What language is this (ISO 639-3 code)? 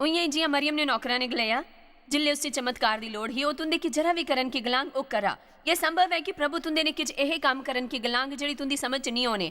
doi